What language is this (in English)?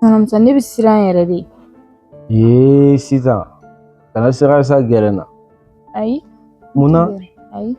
Bambara